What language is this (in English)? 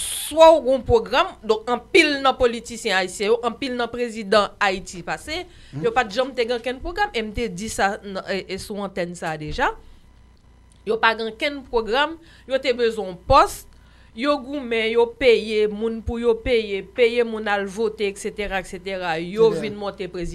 Haitian Creole